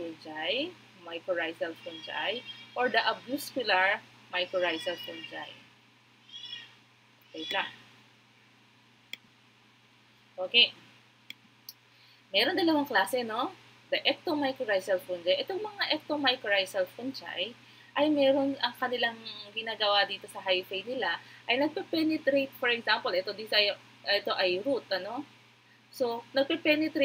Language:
Filipino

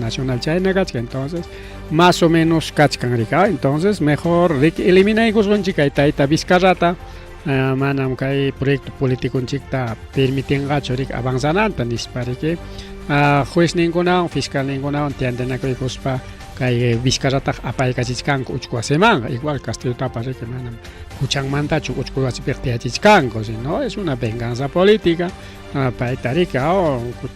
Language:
Ayacucho Quechua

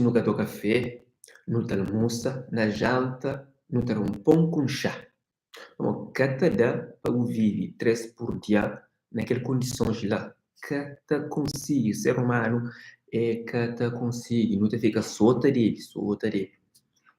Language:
Kabuverdianu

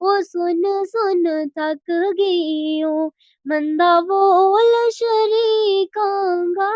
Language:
Gujari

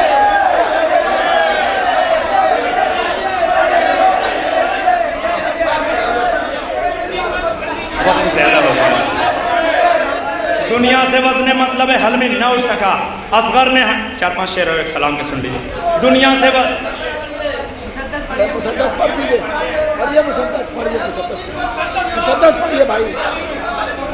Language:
Urdu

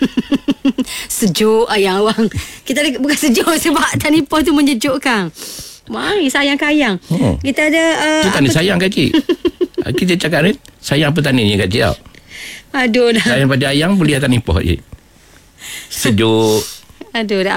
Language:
Malay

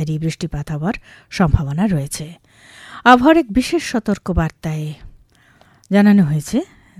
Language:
Bangla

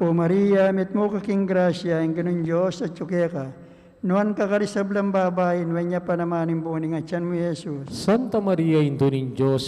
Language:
Pampanga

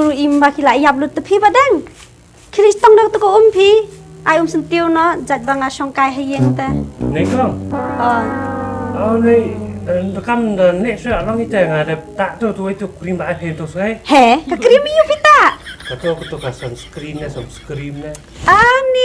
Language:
Khasi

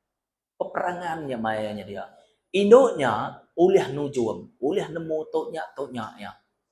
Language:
Iban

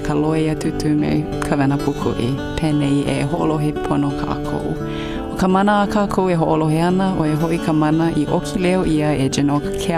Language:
Hawaiian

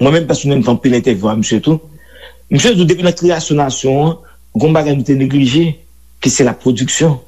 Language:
Haitian Creole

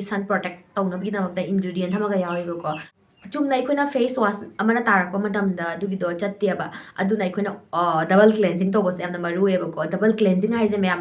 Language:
Manipuri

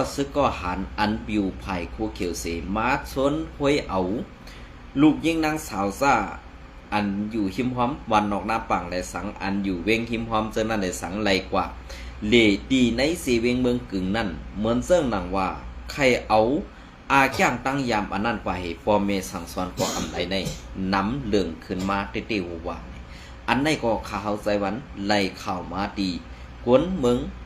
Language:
Shan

